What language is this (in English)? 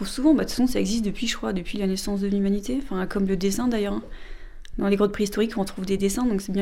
French